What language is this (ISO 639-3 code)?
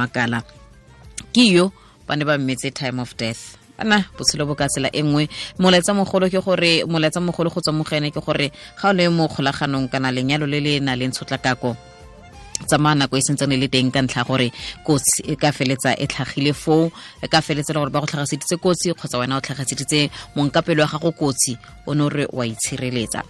tsn